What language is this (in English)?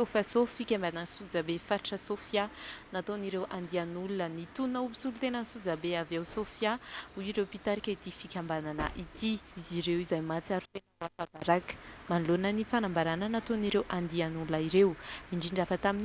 Malagasy